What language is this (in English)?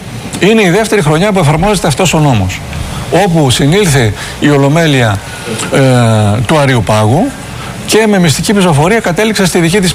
Greek